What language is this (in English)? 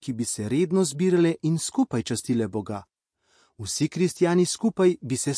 Slovenian